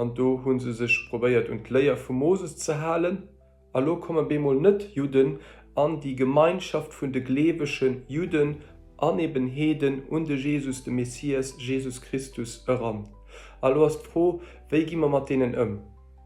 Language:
Luxembourgish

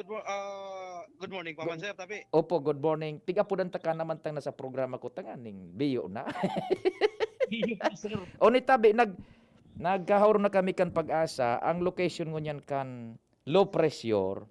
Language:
Bikol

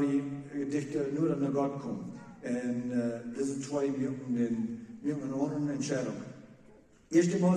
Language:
Plautdietsch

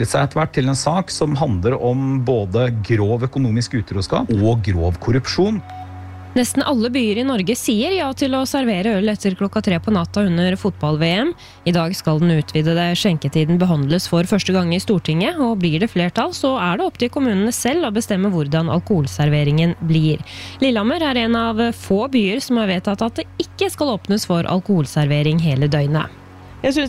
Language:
Norwegian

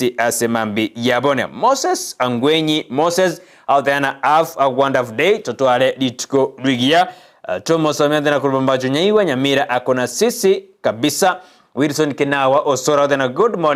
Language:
Gusii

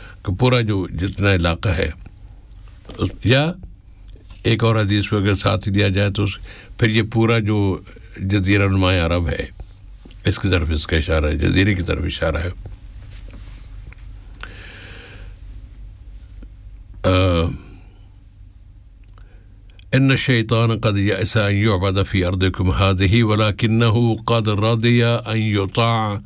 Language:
Urdu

